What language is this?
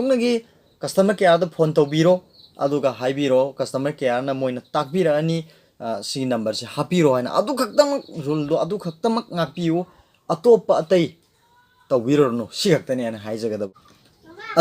Manipuri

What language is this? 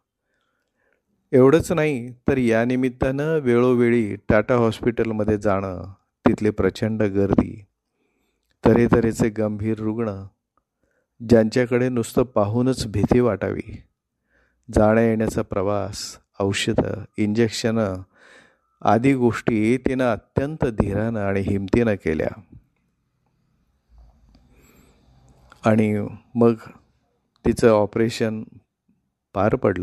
Marathi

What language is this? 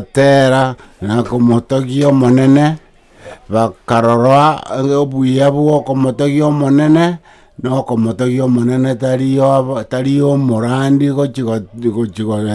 Gusii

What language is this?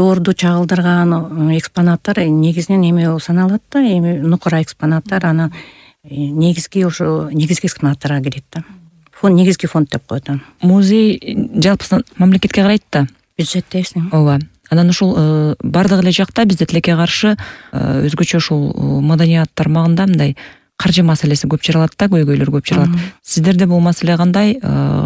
Kyrgyz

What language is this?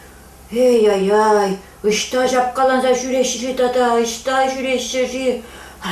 Chuvash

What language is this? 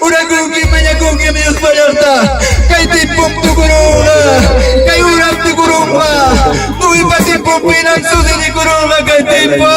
Ayacucho Quechua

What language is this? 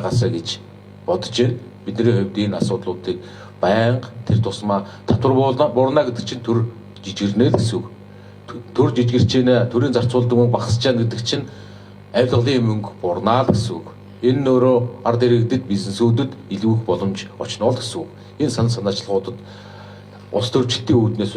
Mongolian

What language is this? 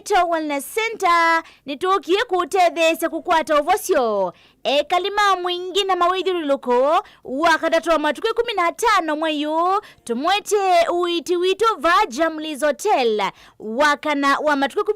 Kamba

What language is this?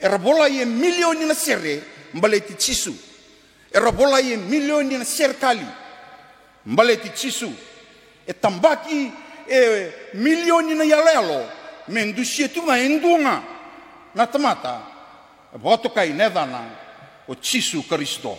Fijian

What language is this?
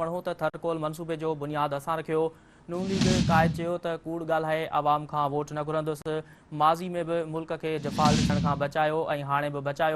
Sindhi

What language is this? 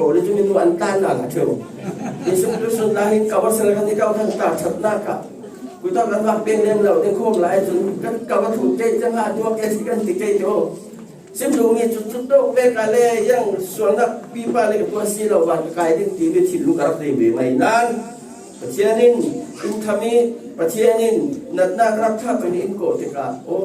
Falam Chin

